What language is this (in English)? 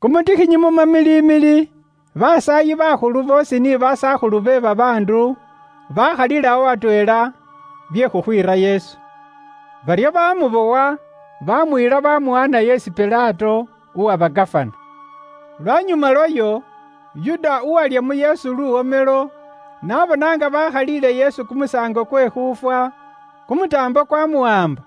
Luyia